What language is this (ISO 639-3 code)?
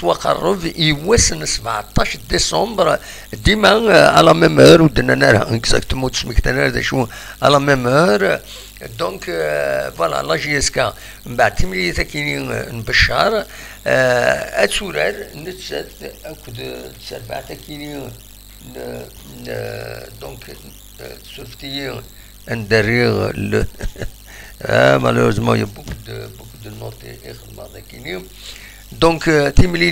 kab